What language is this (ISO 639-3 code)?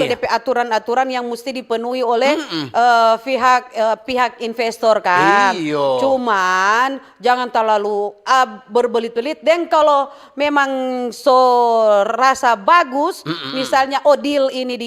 xmm